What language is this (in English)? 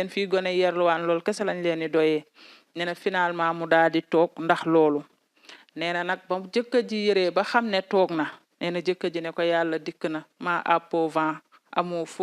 Wolof